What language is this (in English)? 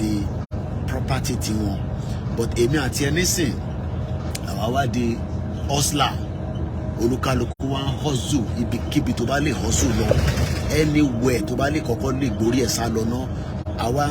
Yoruba